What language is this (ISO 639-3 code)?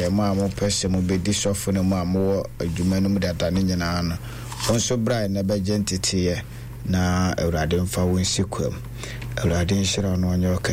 aka